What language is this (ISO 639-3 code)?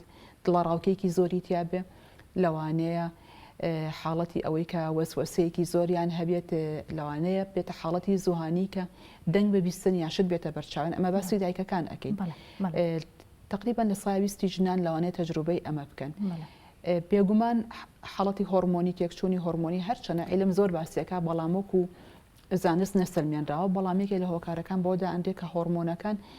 ckb